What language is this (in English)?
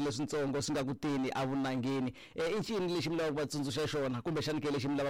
Tsonga